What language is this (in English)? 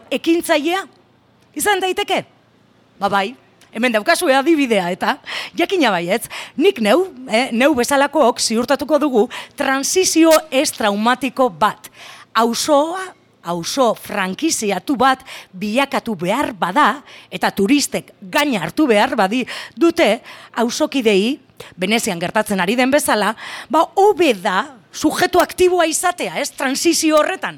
Basque